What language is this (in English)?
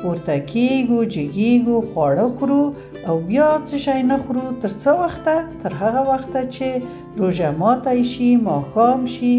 Pashto